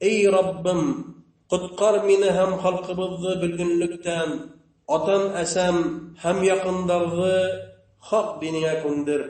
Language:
Bashkir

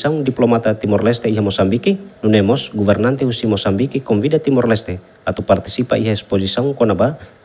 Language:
Tetum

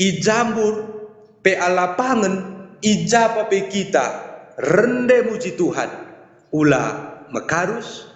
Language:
Batak Karo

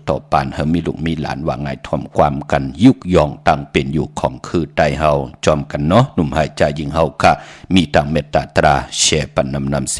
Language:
Shan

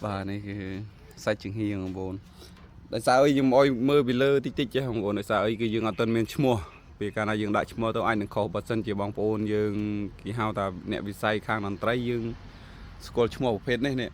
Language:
Khmer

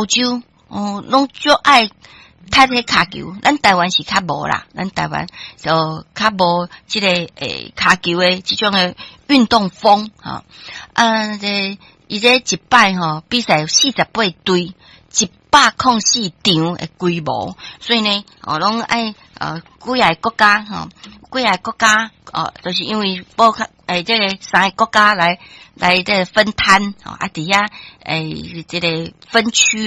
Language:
Min Nan Chinese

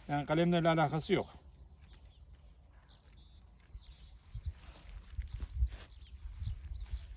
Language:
Turkish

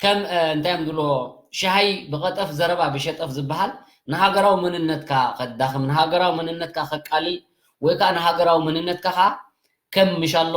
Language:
Tigrinya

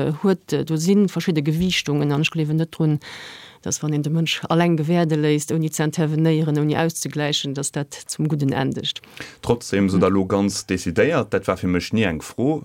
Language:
Luxembourgish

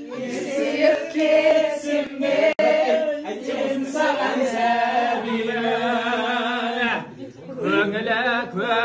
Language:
Kazakh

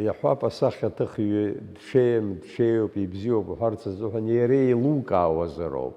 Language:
Abkhazian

